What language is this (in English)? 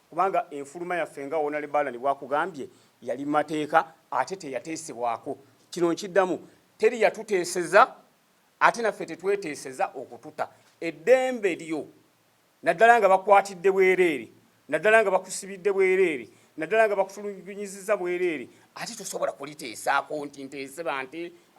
Ganda